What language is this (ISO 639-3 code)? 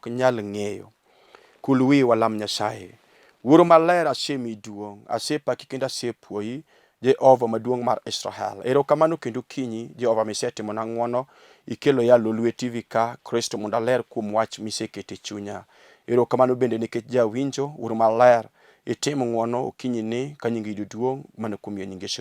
luo